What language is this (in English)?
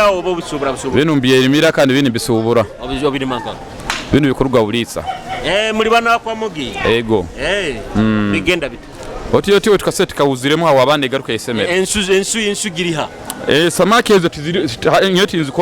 Nyoro